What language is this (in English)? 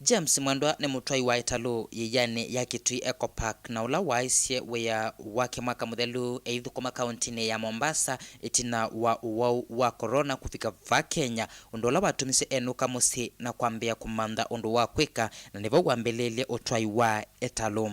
Kamba